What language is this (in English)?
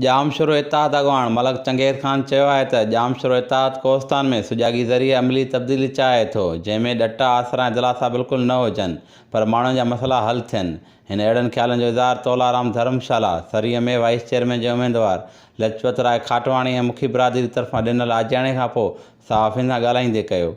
Sindhi